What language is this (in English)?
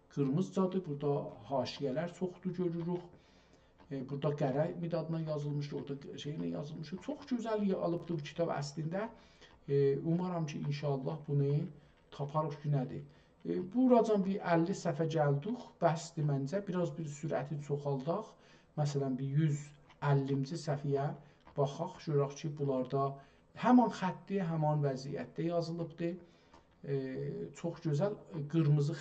South Azerbaijani